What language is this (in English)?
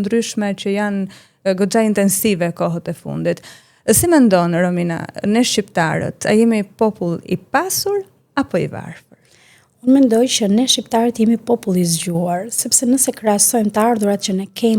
Albanian